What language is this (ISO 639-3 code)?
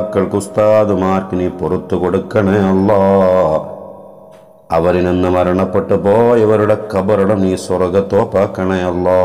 mal